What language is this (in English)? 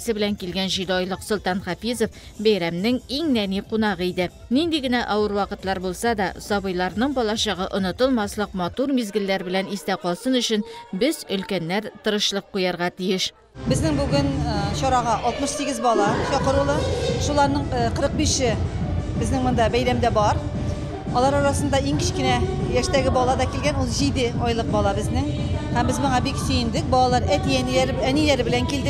Tatar